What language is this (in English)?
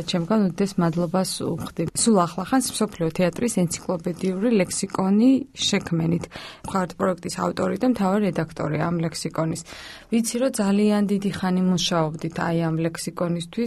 Georgian